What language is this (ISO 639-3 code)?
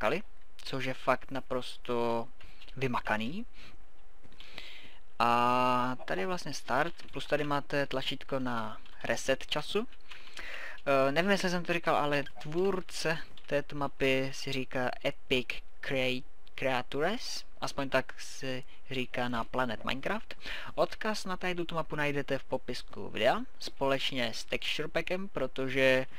ces